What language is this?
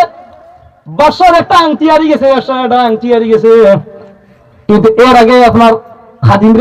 Sylheti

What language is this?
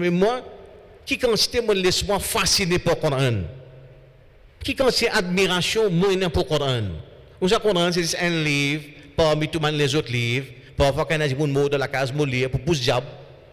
French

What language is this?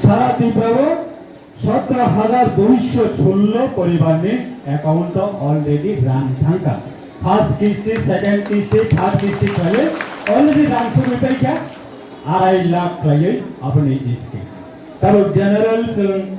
Riang (India)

